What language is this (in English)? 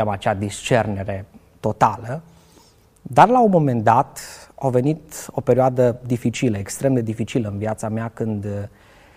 Romanian